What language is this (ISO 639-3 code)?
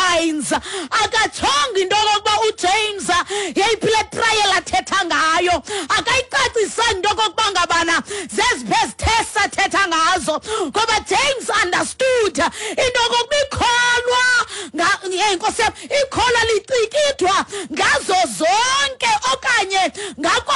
xho